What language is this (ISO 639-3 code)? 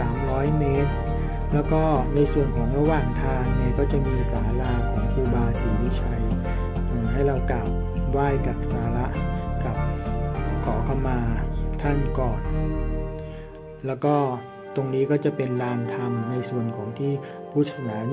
tha